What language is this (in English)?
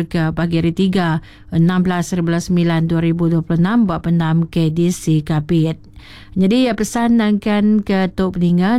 Iban